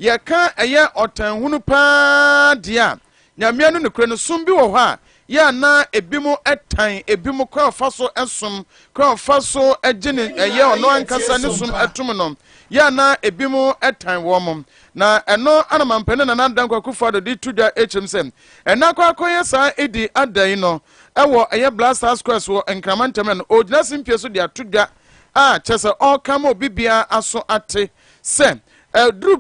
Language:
Akan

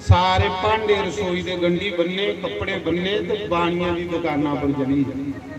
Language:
Dogri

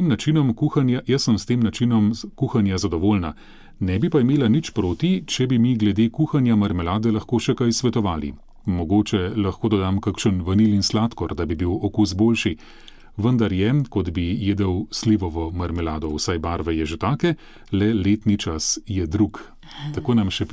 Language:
Slovenian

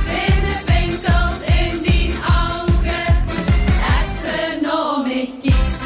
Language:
Limburgish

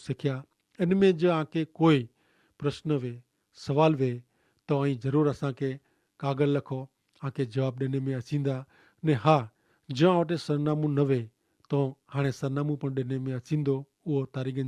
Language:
Kachhi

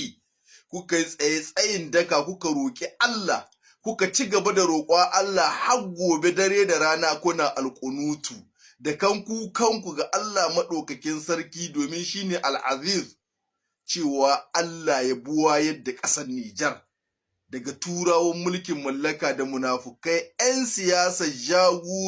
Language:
Hausa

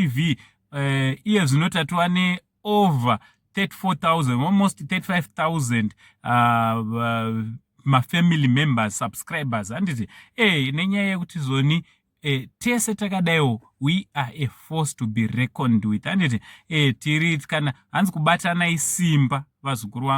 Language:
Shona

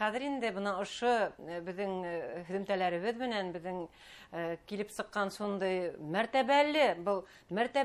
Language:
Bashkir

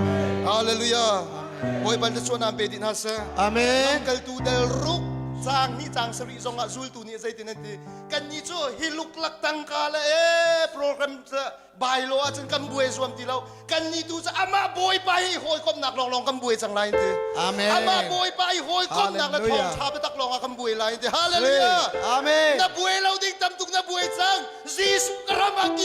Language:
Hakha Chin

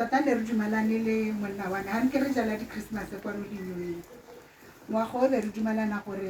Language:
Tswana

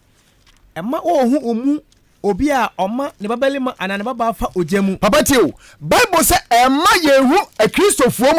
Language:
Akan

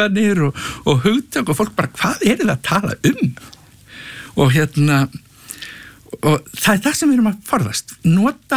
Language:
Icelandic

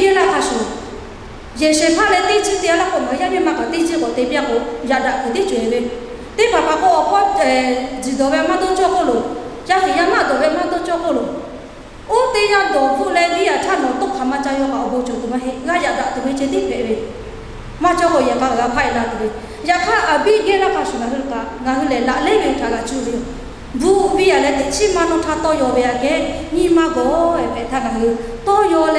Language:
Lahu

